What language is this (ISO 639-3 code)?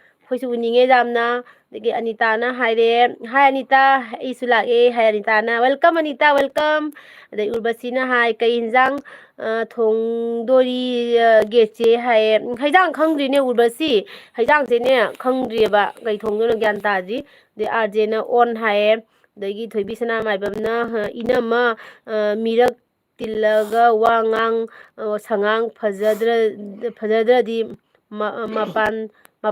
mni